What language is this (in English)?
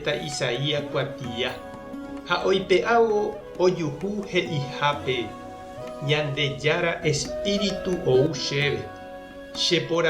Guarani